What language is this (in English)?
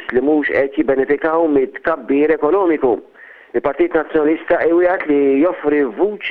Maltese